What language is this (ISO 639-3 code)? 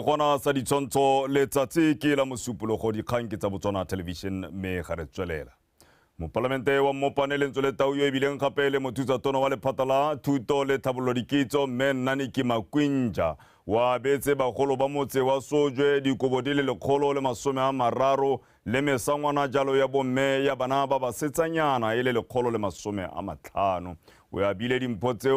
tsn